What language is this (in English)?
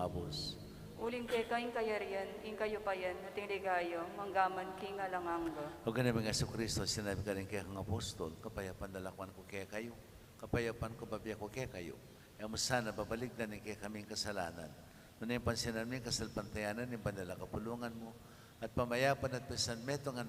Pampanga